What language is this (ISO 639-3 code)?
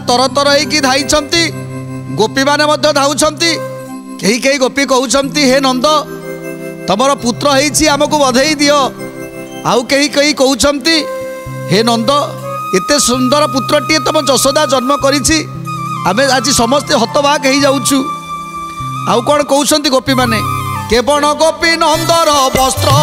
ori